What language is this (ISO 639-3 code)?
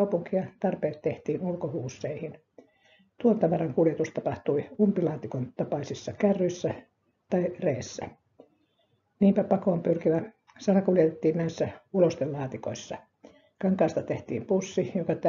fin